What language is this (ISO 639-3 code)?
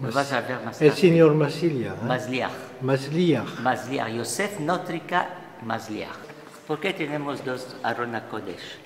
lad